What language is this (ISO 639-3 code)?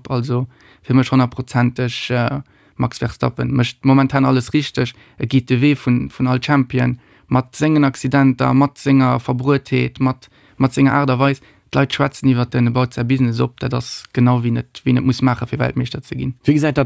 ltz